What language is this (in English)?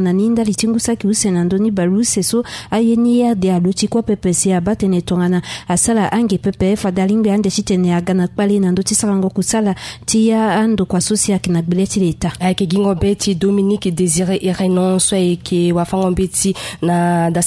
Sango